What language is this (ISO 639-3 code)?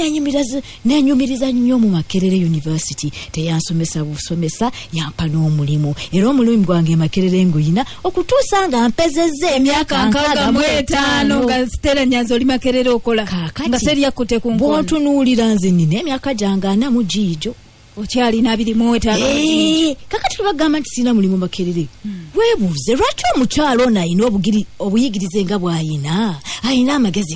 lug